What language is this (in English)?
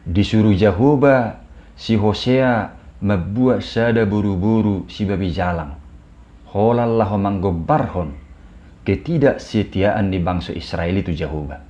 Batak Toba